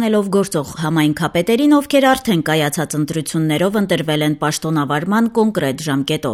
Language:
Armenian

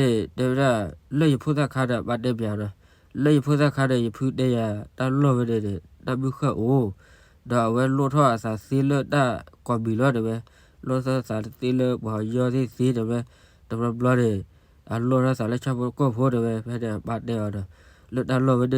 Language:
S'gaw Karen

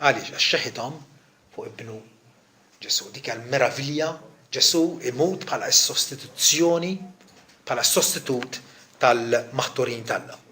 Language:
Maltese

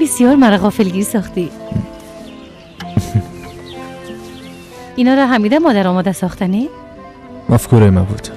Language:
Persian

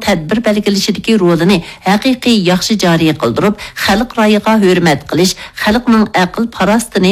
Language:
Uyghur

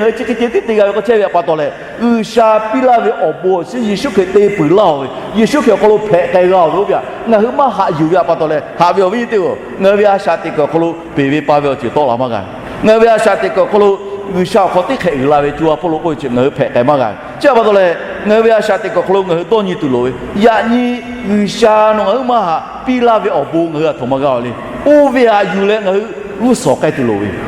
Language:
Lahu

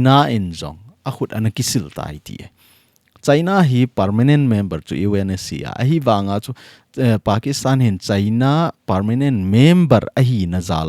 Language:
Thado Chin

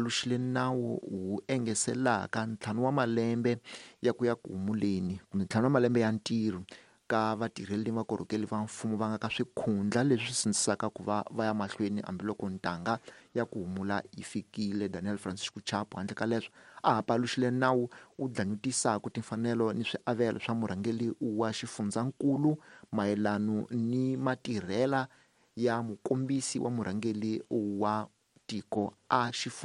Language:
Tsonga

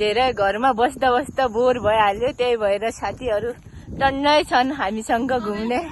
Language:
Nepali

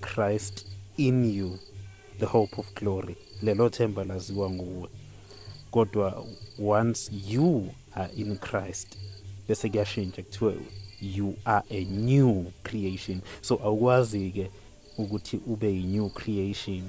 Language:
Zulu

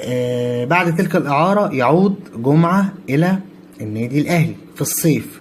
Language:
Egyptian Arabic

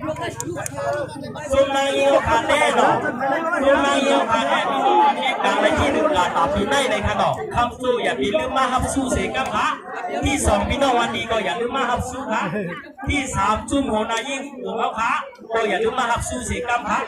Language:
Shan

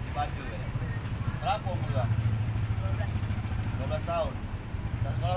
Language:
Musi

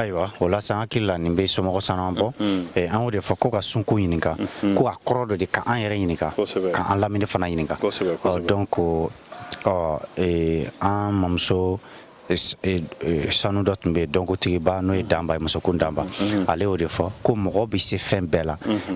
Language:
Bambara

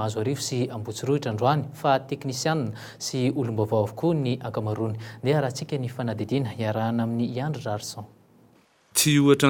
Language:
Malagasy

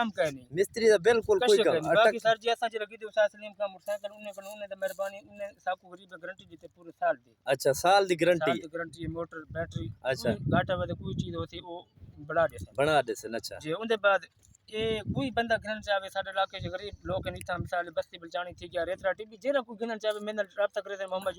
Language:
Saraiki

